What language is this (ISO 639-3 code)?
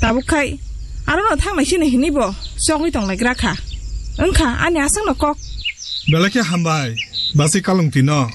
trp